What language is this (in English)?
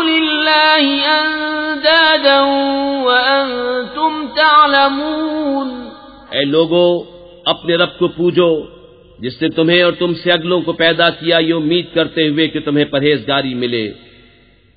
Urdu